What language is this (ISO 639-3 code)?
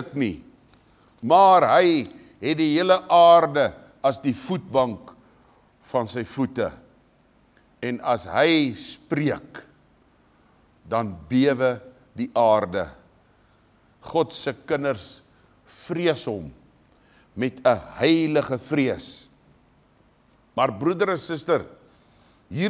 afr